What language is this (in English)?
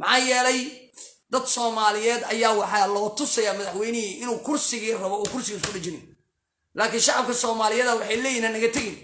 Somali